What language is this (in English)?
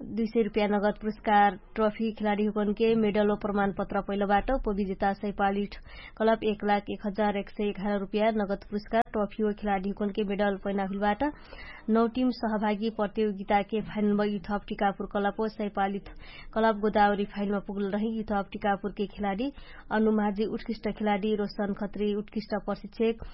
Dangaura Tharu